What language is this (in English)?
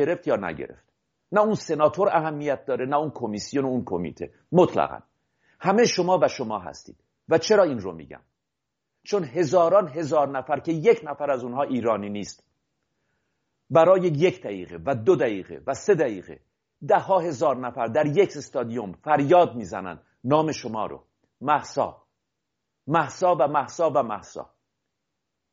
Persian